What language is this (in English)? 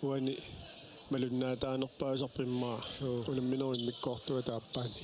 Kalaallisut